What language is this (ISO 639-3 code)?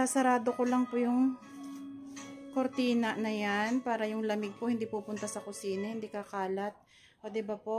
fil